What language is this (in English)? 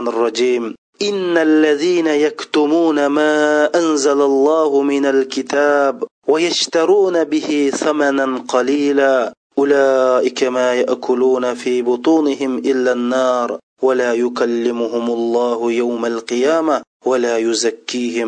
Uyghur